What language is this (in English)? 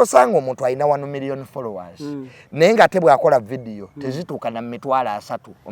Ganda